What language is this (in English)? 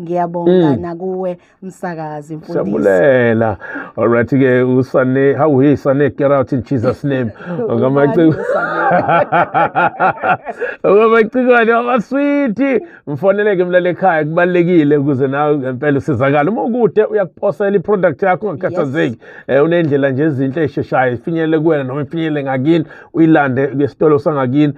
Zulu